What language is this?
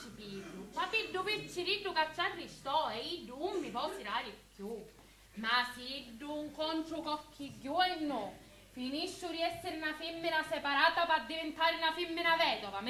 Sicilian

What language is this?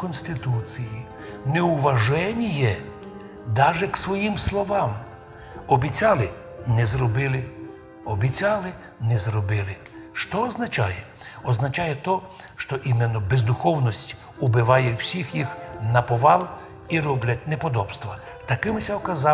Rusyn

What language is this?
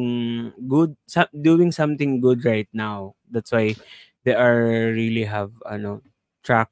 Filipino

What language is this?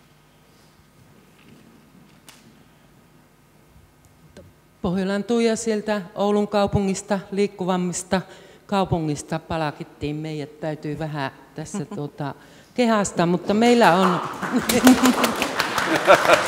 Finnish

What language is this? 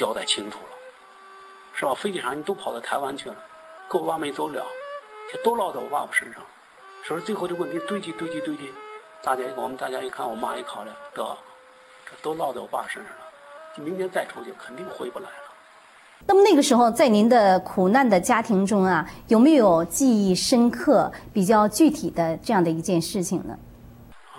Chinese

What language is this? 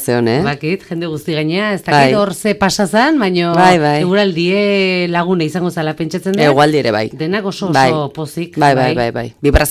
Basque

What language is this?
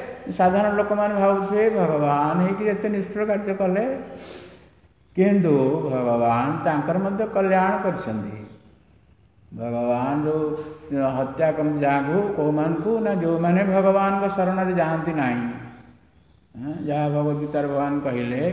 Odia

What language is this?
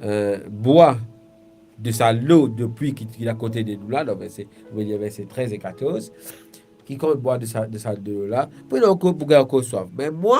Morisyen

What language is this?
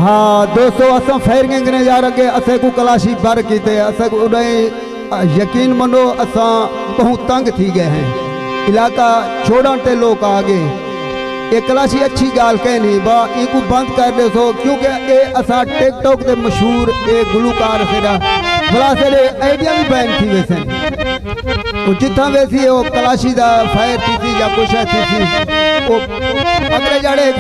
Saraiki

